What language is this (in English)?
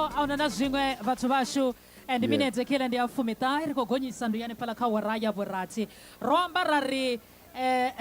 Venda